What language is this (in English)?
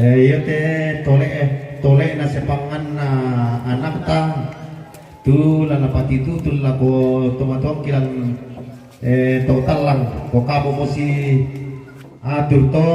Toraja-Sa'dan